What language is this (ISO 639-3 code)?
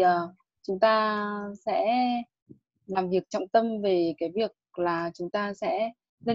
vie